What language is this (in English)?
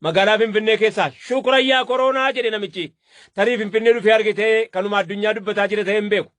Oromo